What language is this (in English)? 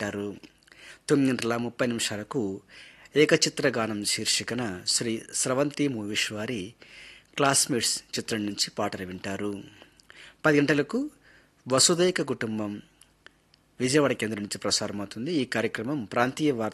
Telugu